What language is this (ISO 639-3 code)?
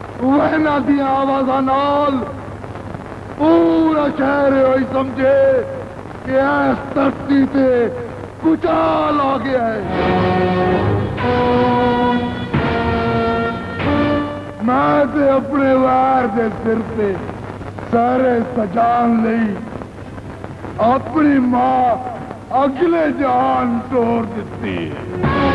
pan